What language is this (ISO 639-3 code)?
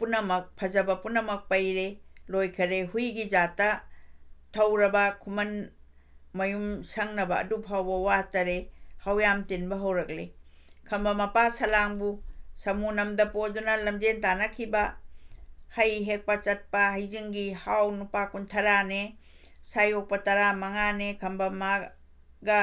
mni